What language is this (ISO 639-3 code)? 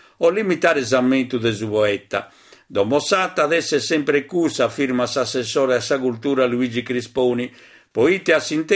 srd